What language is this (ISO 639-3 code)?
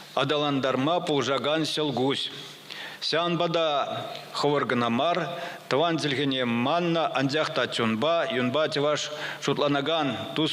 chv